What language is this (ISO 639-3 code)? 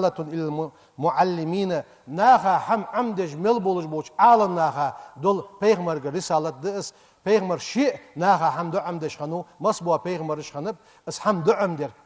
inh